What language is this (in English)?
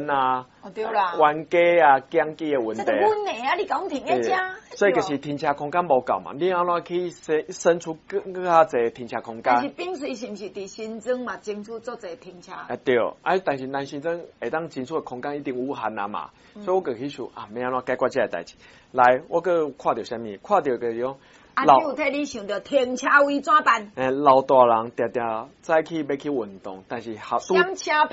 Min Nan Chinese